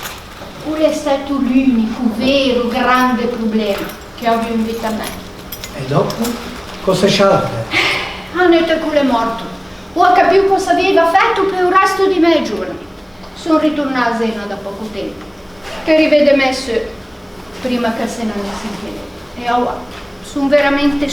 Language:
Ligurian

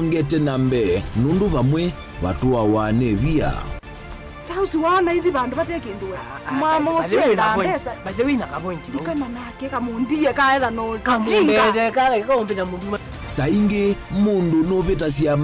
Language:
Kamba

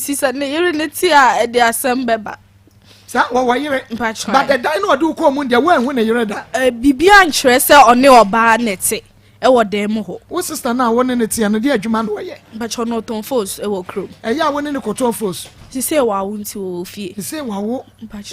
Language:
Akan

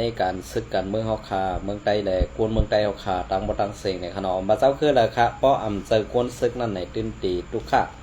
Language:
Shan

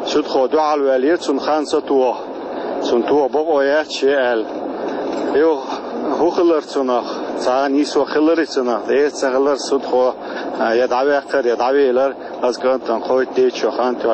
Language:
Chechen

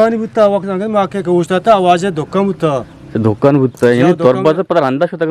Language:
Eastern Balochi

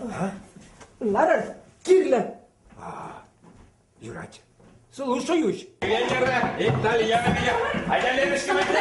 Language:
Chuvash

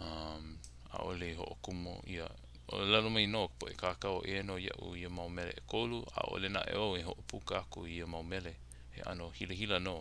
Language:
Hawaiian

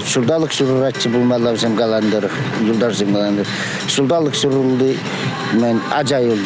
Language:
Chuvash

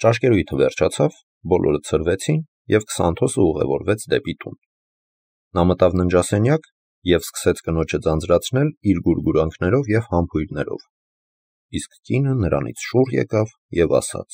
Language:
Armenian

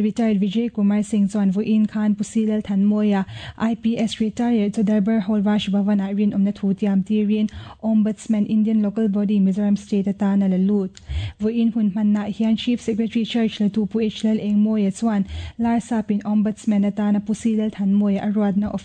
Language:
Mizo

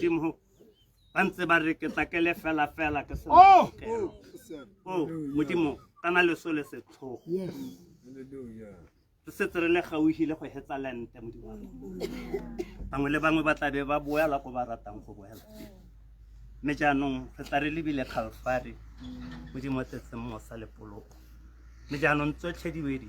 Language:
Tswana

